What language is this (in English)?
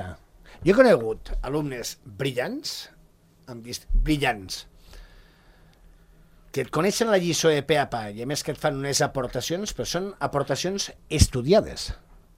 Catalan